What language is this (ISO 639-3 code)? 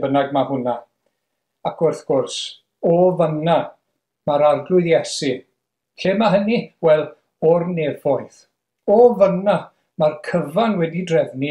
cym